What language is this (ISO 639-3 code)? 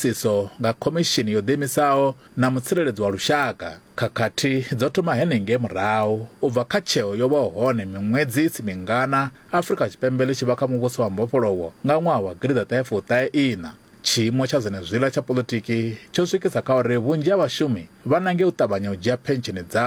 ven